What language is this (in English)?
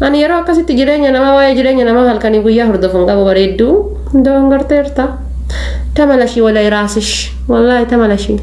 Oromo